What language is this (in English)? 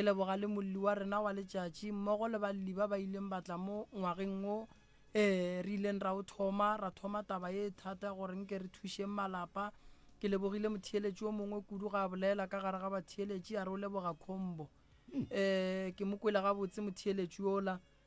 Northern Sotho